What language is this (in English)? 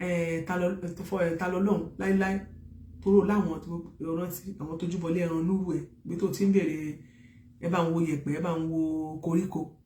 Yoruba